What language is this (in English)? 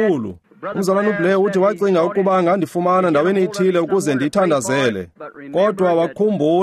Xhosa